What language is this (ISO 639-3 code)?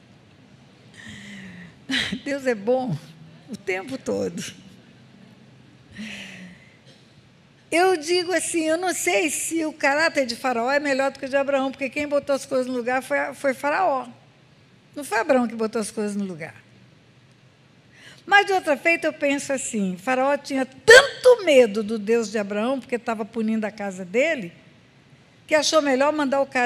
por